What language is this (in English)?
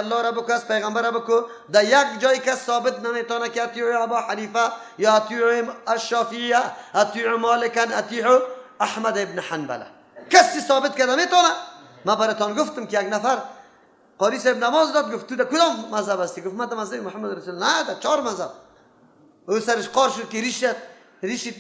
Persian